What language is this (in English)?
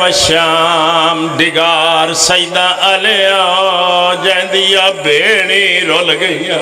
Pahari-Potwari